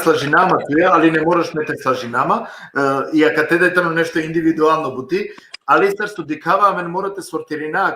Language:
Balkan Romani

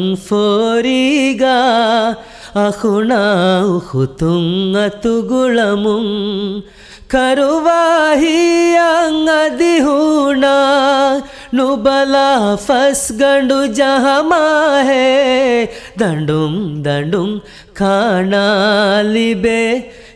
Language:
Divehi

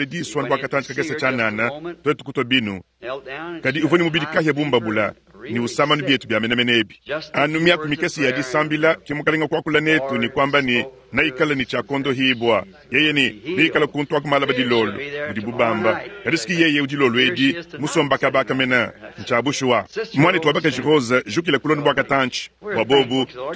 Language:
Luba-Lulua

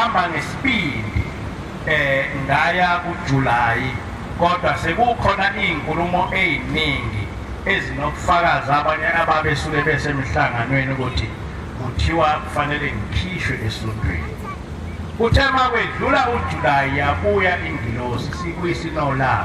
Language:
Zulu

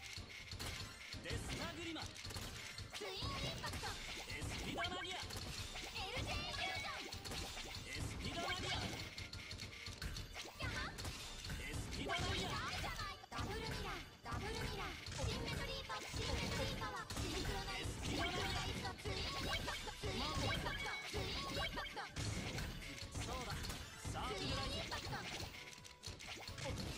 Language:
Japanese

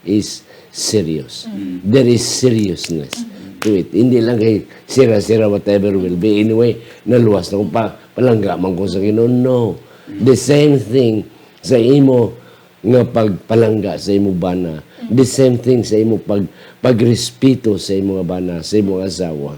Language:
Hiligaynon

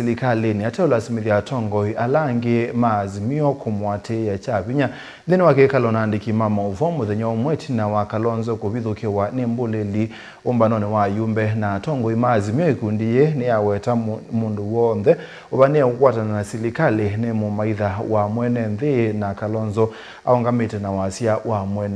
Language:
Kamba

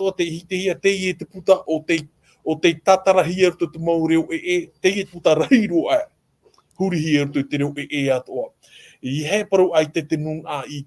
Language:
Tahitian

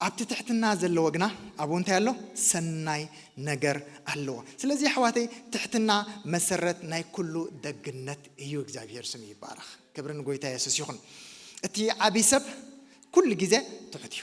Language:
Tigrinya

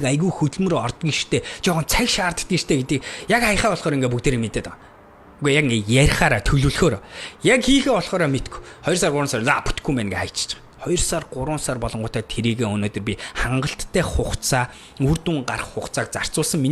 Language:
Mongolian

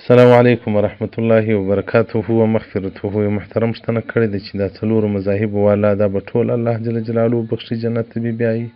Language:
Pashto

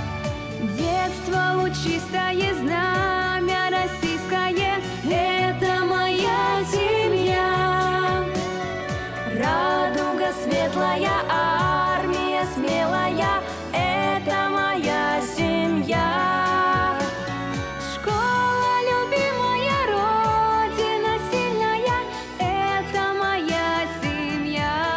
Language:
Russian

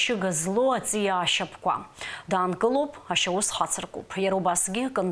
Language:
Abkhazian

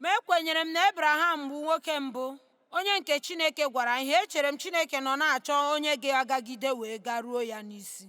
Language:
Igbo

